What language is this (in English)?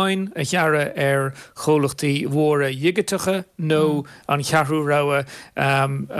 Irish